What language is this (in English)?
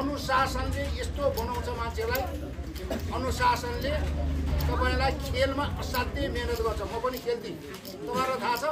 Nepali